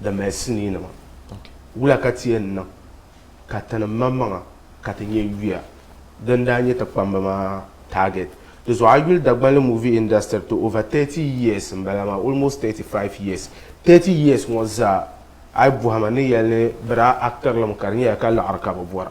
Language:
Dagbani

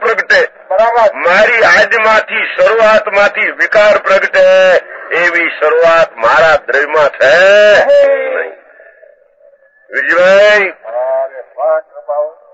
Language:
Gujarati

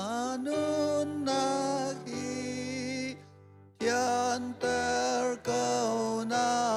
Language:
Hakha Chin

